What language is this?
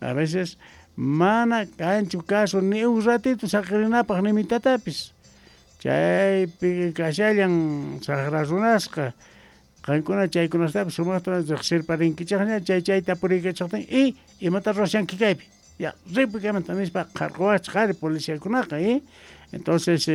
Quechua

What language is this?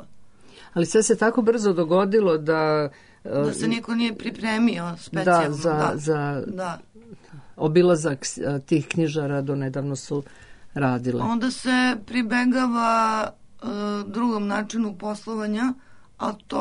Serbian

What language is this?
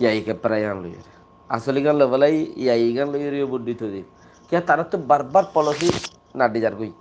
Rohingya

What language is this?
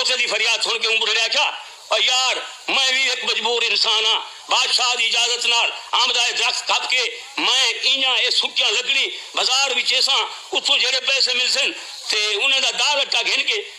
Saraiki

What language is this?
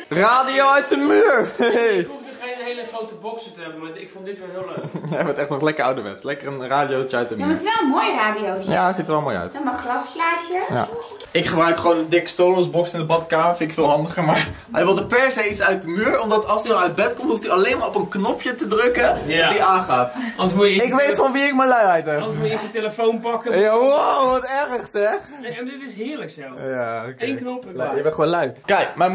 Dutch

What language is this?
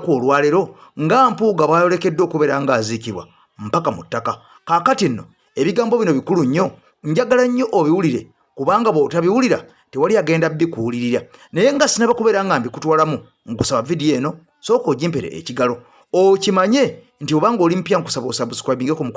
Ganda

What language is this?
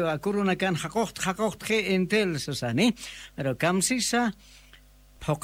Aymara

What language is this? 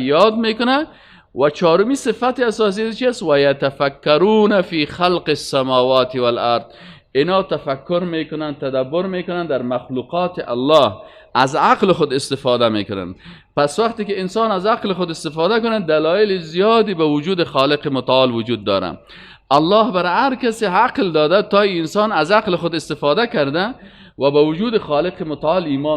Persian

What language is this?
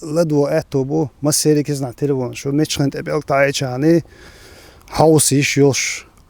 Chechen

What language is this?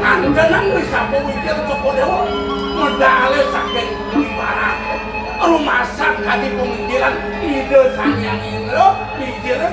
Balinese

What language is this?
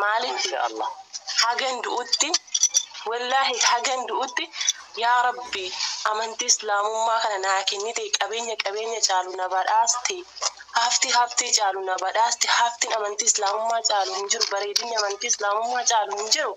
Oromo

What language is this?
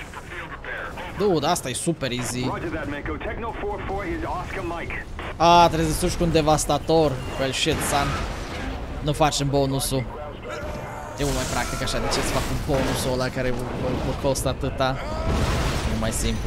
Romanian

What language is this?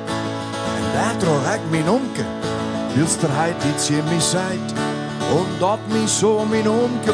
Western Frisian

